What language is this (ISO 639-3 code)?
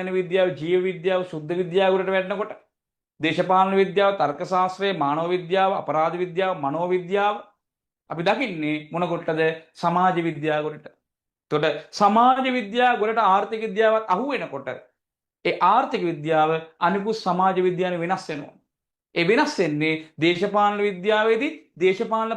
sin